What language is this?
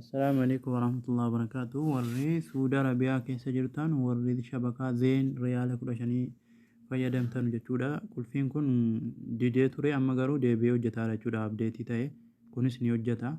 Oromo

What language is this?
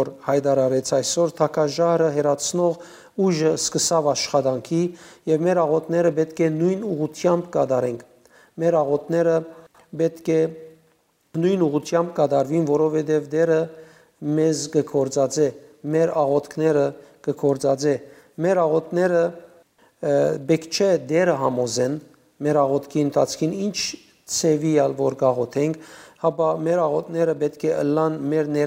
Western Armenian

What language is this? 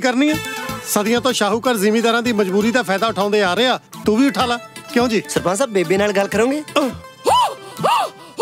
Punjabi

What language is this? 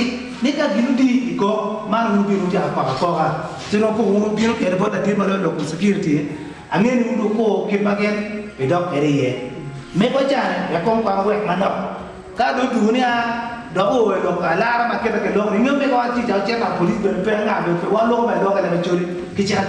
Acoli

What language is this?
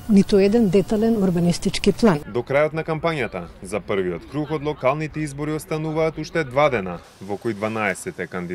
Macedonian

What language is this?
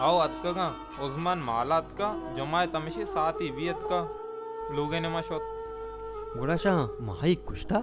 Baluchi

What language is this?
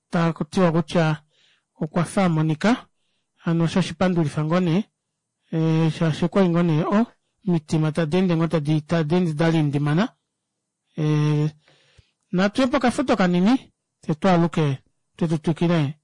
Kuanyama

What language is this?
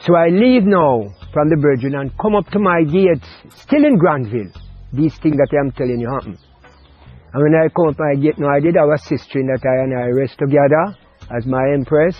Jamaican Creole English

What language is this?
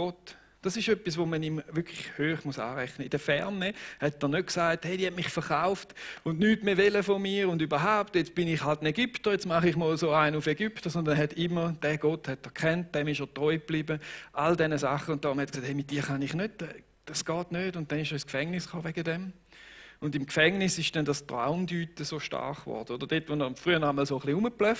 Swiss German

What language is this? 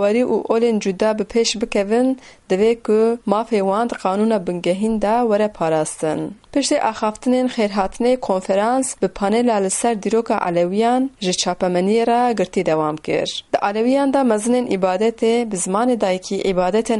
Kurdish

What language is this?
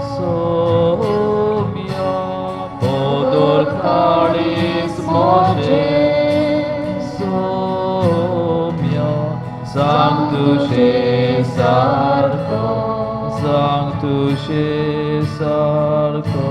Konkani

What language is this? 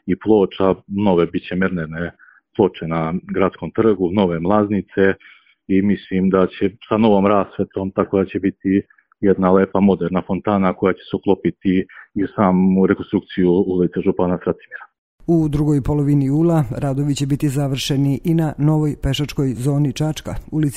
Serbian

